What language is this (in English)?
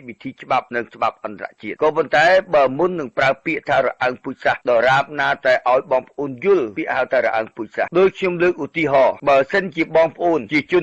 Khmer